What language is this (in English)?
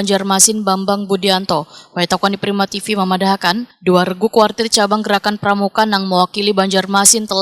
Banjar